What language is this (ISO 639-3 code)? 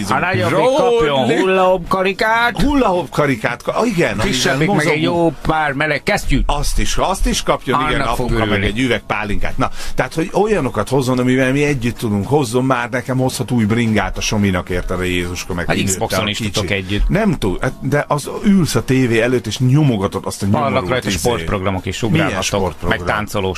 hun